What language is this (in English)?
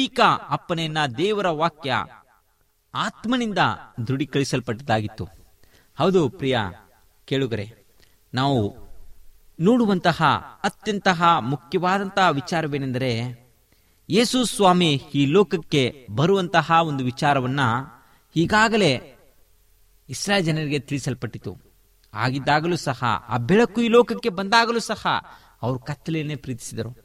Kannada